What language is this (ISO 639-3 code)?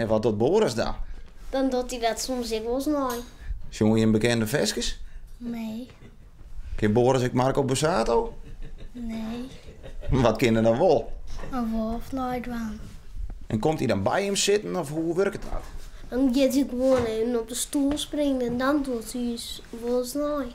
fry